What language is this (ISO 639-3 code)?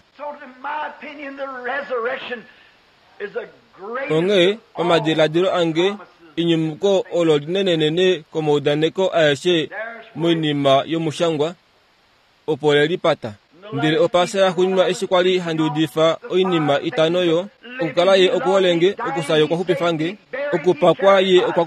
kua